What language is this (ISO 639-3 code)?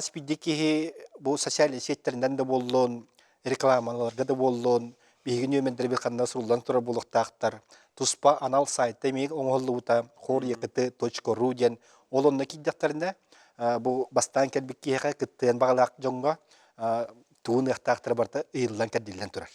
sah